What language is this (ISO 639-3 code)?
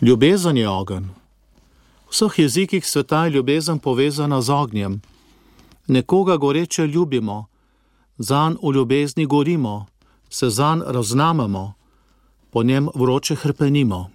slv